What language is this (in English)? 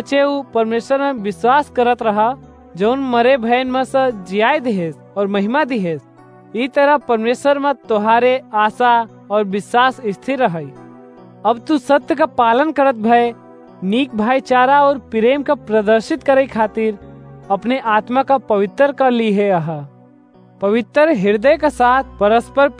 Awadhi